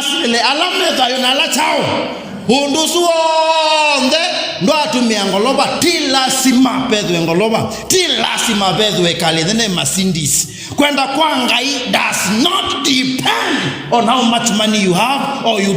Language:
Kamba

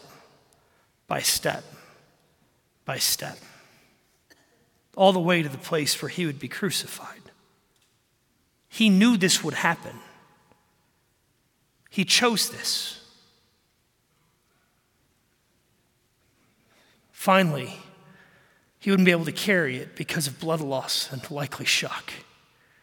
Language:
English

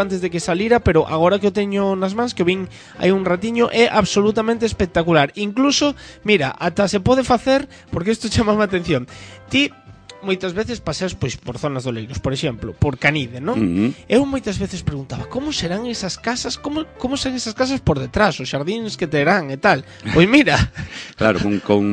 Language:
Galician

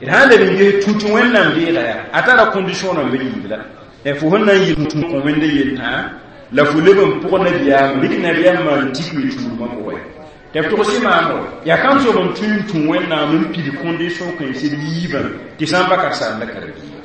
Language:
Mossi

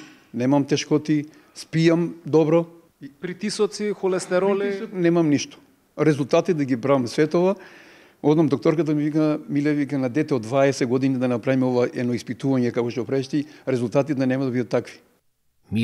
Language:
Macedonian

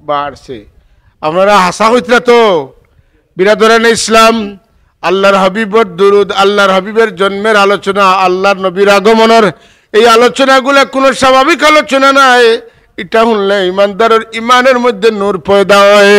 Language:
Sylheti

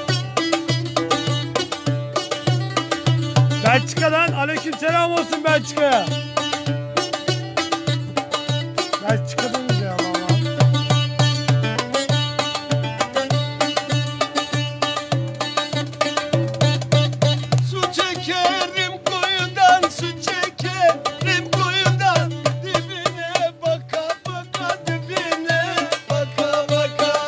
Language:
Turkish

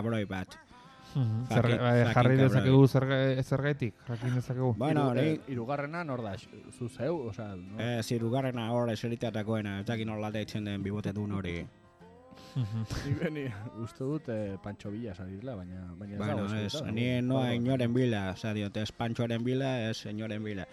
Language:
Basque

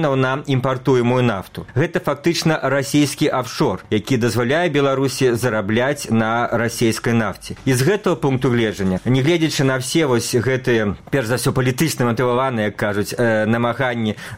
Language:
Belarusian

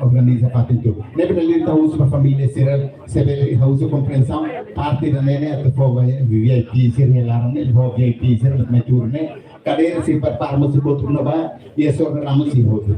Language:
Tetum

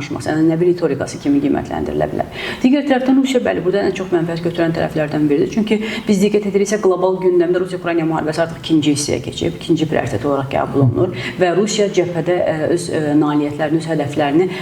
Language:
Azerbaijani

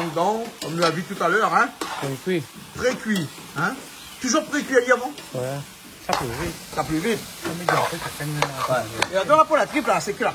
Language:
Réunion Creole French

